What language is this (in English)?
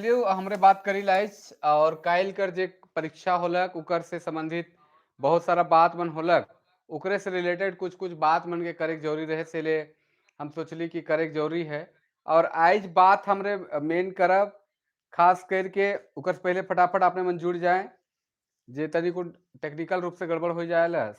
Sadri